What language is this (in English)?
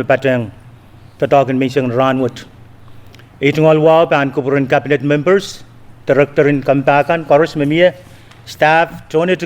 Pohnpeian